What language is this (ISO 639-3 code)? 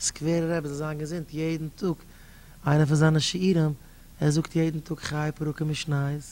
yid